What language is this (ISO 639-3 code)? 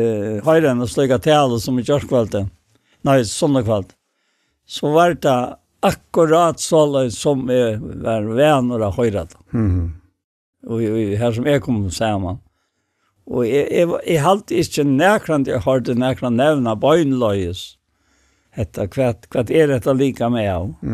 fao